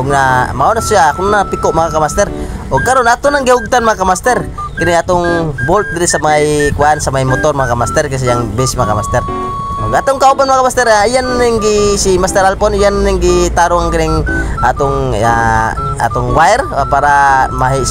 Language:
Cebuano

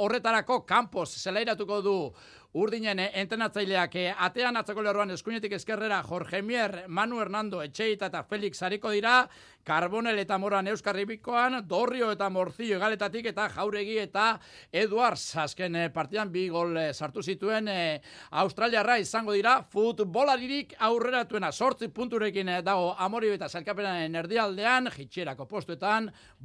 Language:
Basque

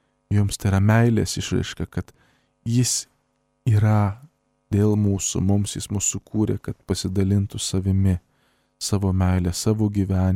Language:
Lithuanian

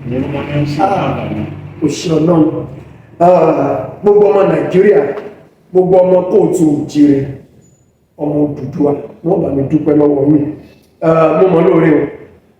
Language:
Yoruba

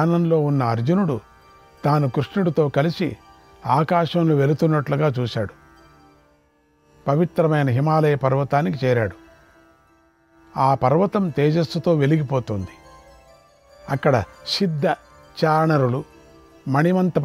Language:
Telugu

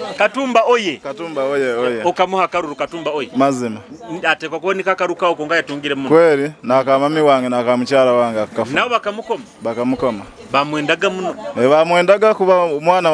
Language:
Nyoro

